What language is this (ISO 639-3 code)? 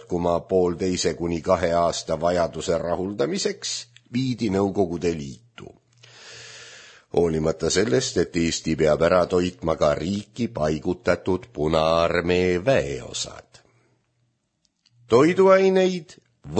est